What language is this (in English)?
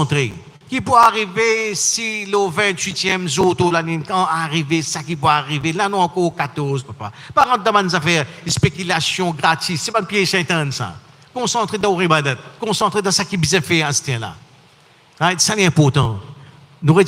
Morisyen